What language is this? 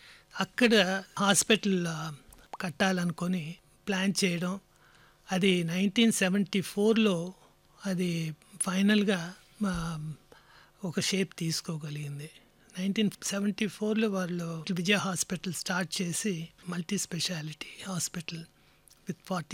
Telugu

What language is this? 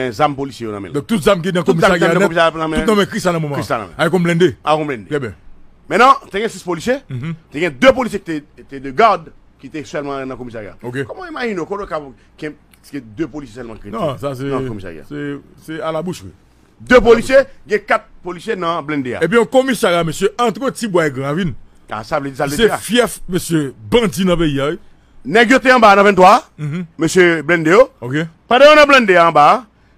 Haitian Creole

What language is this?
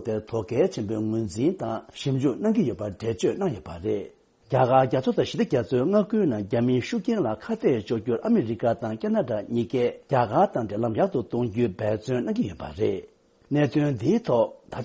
Tibetan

